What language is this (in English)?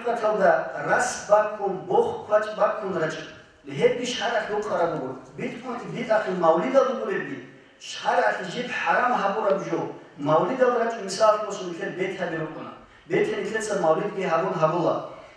Avaric